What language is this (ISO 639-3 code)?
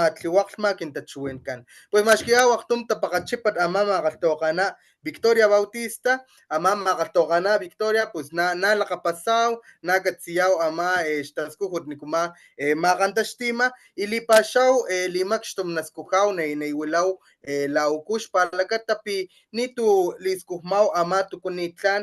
top